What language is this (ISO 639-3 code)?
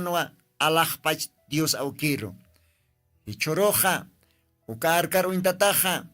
aym